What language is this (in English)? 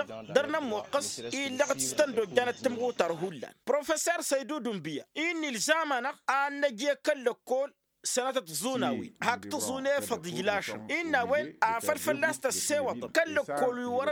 Tamasheq